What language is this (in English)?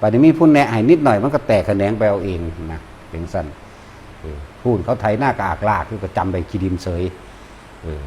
Northeastern Thai